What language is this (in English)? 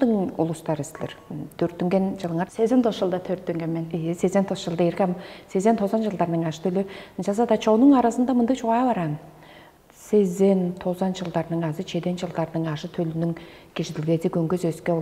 Tuvinian